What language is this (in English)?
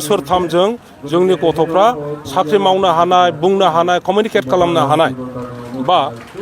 Bodo